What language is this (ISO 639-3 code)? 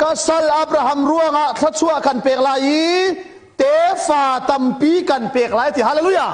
cnh